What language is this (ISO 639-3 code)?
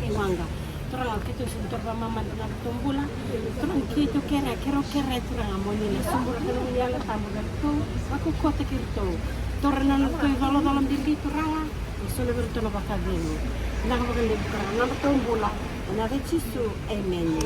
fij